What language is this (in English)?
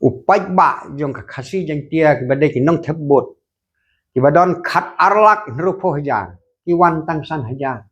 Khasi